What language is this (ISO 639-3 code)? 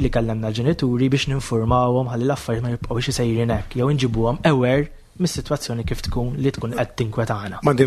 mlt